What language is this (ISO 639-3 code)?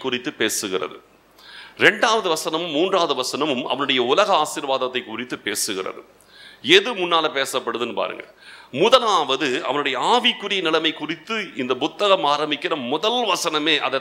tam